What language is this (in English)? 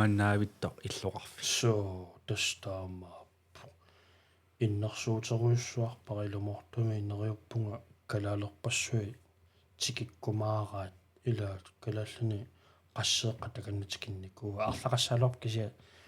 Kalaallisut